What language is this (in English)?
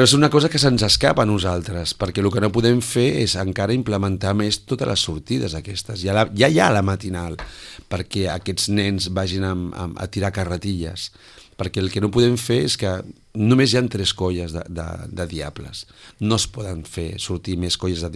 Catalan